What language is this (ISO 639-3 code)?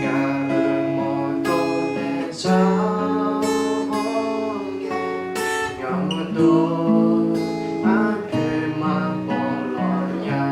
ahk